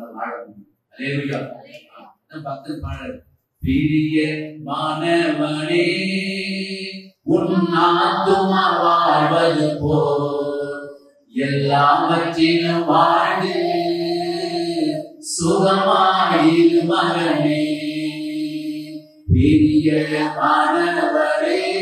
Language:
Tamil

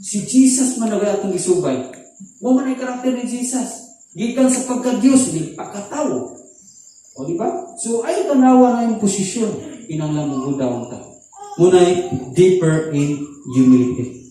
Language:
Cebuano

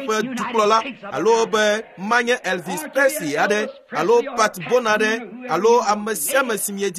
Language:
Ewe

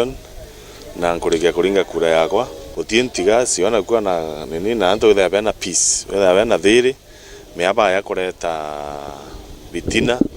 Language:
Meru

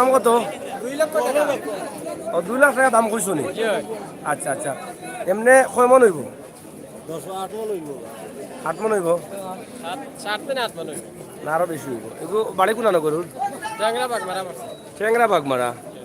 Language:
Sylheti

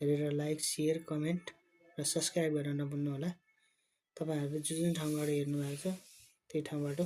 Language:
Nepali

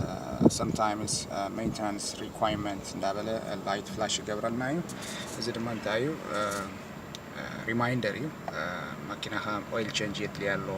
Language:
Tigrinya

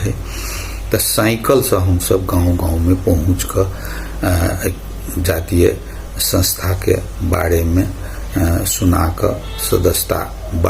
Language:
Maithili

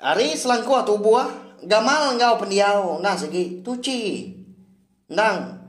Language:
Iban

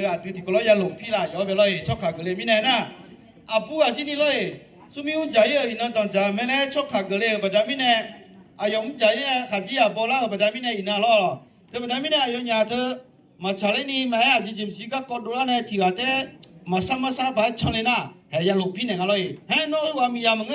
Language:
Akha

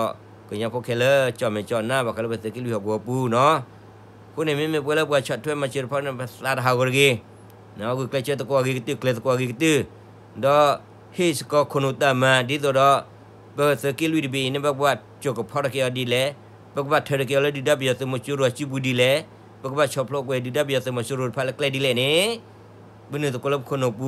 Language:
S'gaw Karen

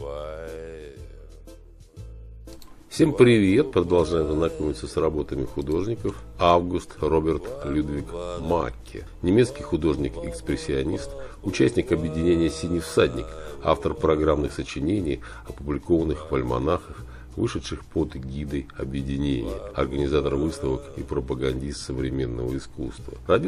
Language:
Russian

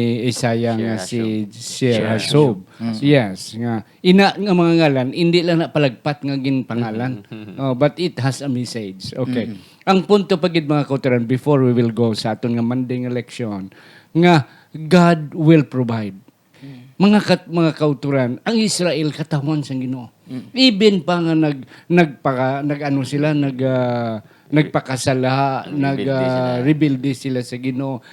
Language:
Hiligaynon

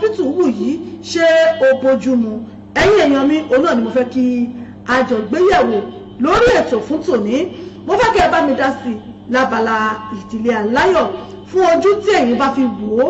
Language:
Yoruba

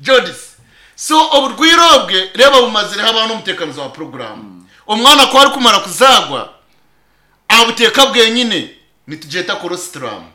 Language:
Nyankole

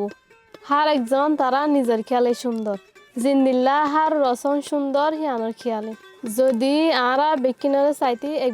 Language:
Rohingya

